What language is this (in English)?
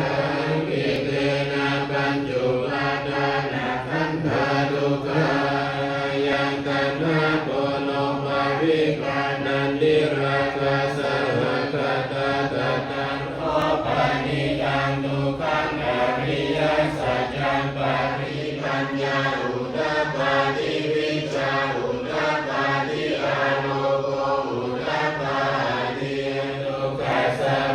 Pali